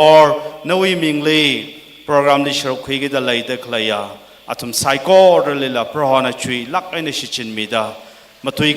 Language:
Tangkhul Naga (India)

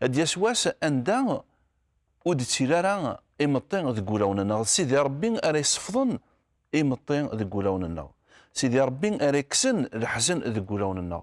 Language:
Kabyle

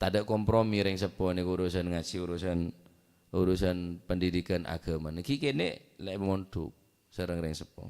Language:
Madurese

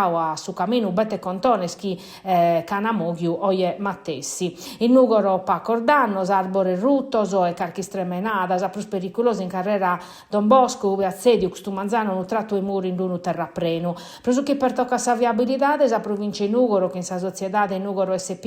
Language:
Sardinian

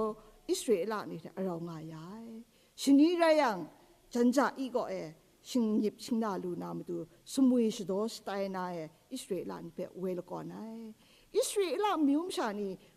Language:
Kachin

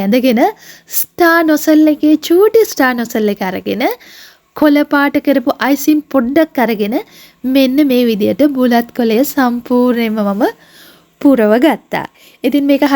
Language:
Sinhala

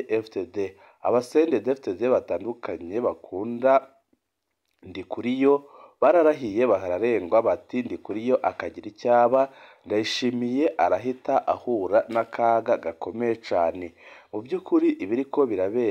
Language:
Rundi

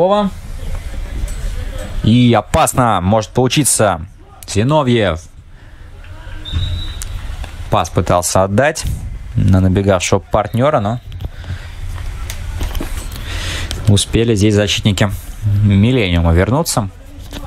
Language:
Russian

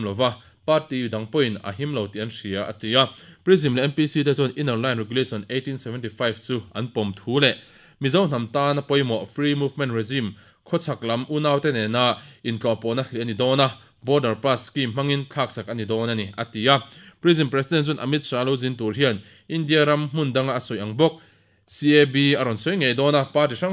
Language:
Mizo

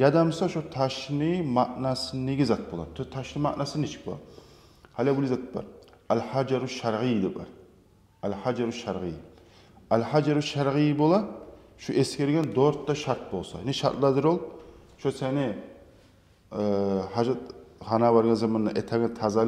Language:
Kumyk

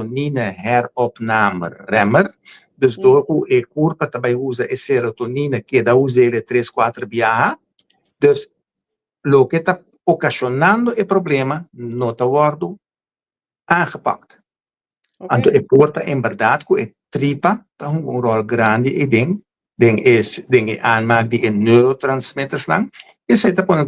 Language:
Papiamento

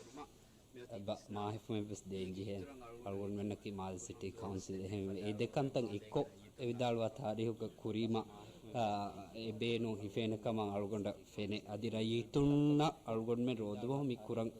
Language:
Divehi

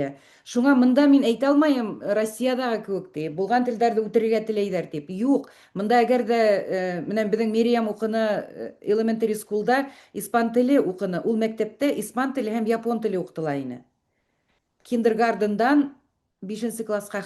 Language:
Bashkir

